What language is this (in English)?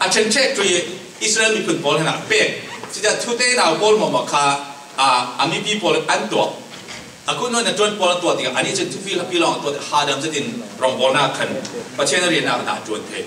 Falam Chin